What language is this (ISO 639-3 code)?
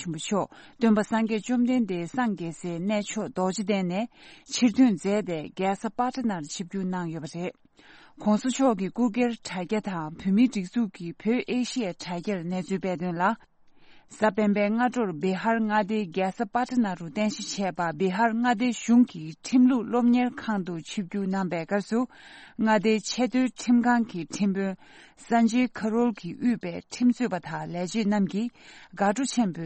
bod